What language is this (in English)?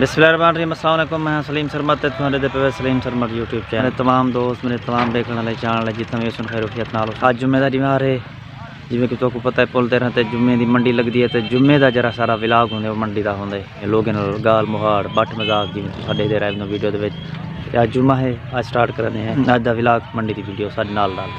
Saraiki